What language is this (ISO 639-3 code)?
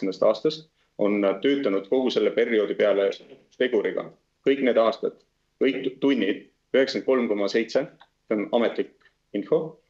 est